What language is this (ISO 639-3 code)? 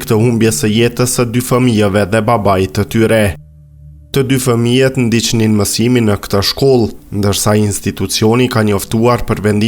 sqi